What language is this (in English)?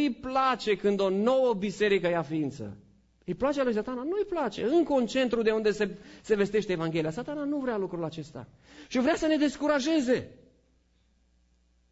Romanian